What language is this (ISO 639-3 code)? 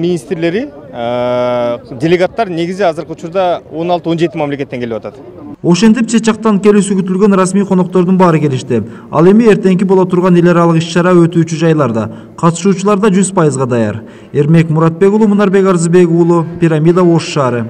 kir